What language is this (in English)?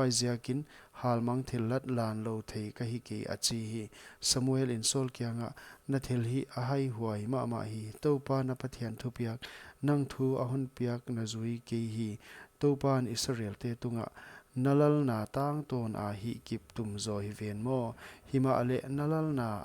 Paite Chin